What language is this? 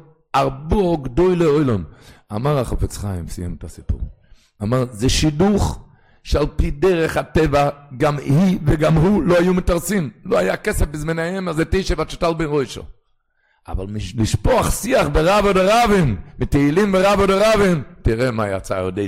Hebrew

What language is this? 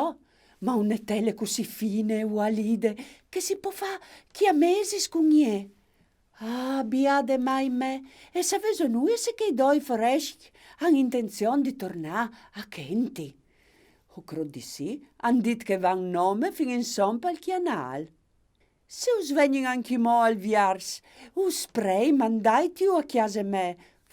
Friulian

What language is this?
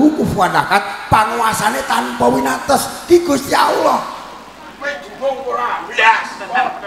Javanese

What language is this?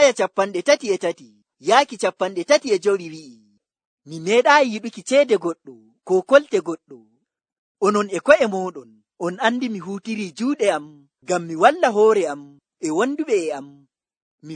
Nigerian Fulfulde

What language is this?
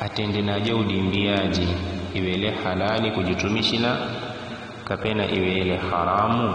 Yao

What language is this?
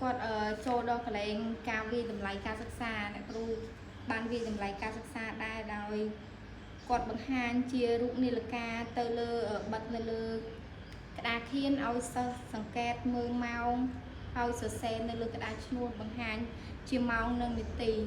Khmer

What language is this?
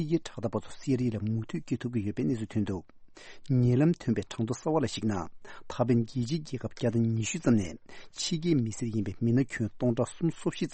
Tibetan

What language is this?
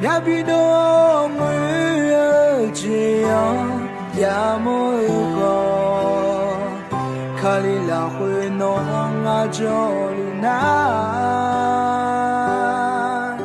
Akha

